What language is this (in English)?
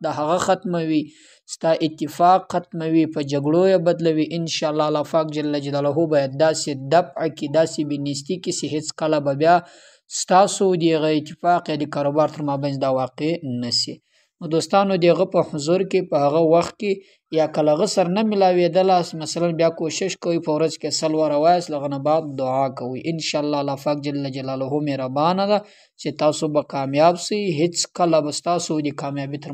Pashto